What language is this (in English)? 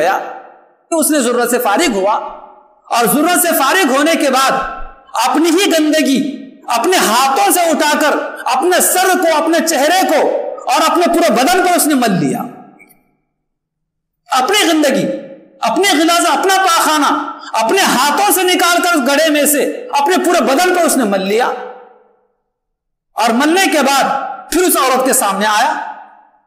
Urdu